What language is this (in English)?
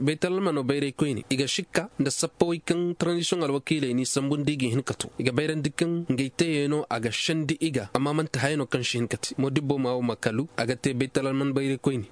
Koyraboro Senni